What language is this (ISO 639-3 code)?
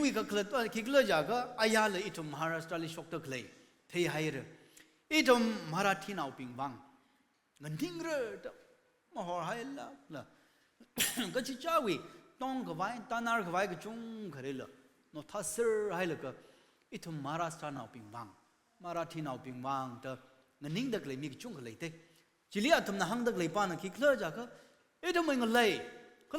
nmf